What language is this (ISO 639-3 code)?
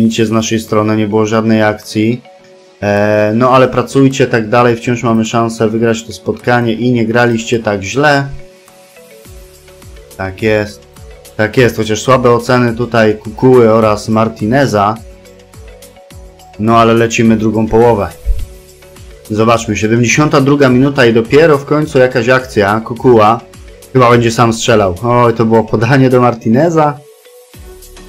pol